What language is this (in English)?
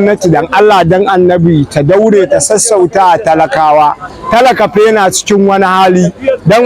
Hausa